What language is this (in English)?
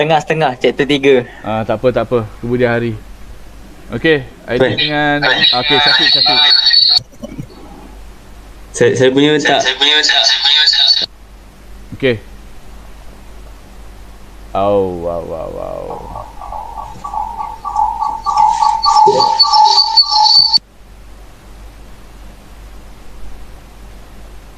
Malay